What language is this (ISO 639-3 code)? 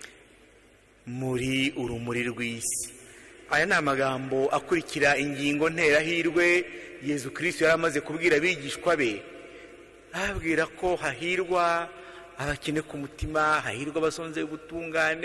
kin